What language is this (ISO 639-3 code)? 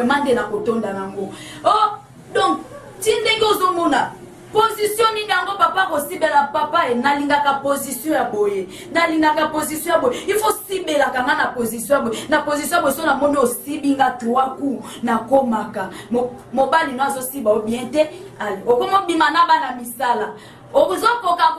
lin